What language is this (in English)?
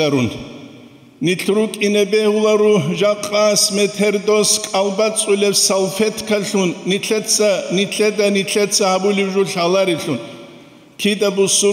Avaric